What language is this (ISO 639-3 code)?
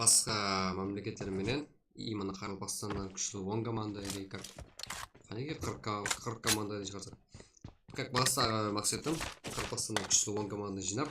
kaa